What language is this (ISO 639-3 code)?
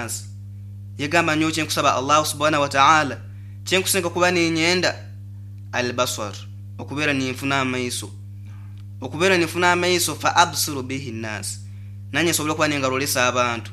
nyo